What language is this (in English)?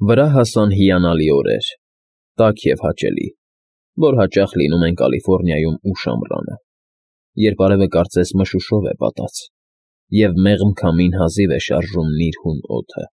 Armenian